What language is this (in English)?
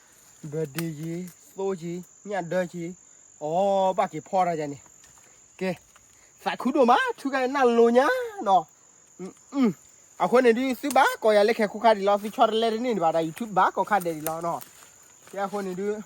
S'gaw Karen